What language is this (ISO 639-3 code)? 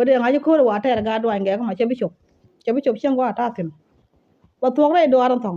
nus